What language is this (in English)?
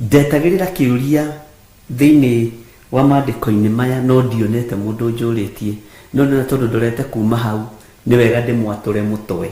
Kikuyu